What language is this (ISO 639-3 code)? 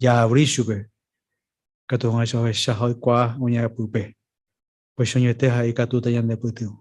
grn